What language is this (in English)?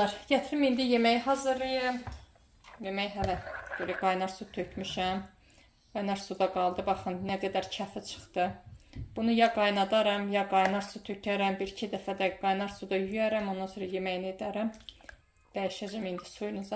Azerbaijani